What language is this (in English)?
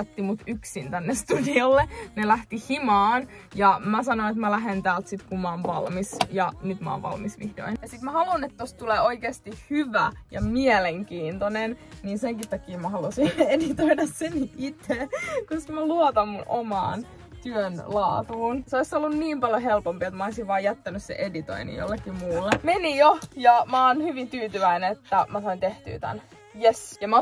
Finnish